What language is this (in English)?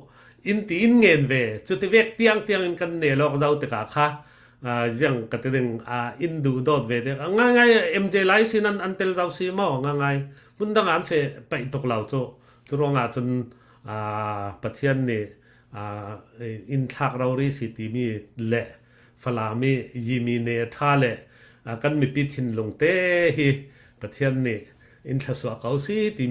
Falam Chin